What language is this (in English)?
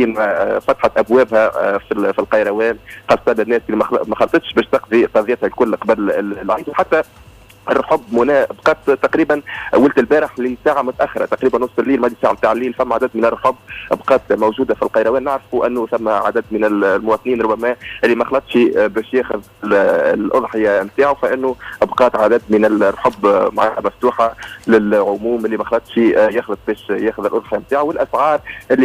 Tunisian Arabic